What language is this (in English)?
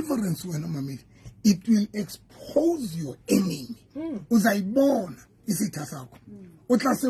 Southern Sotho